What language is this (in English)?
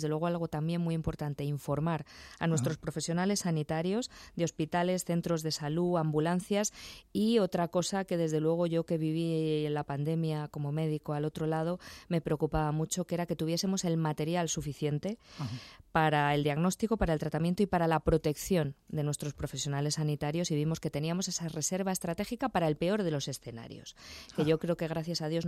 Spanish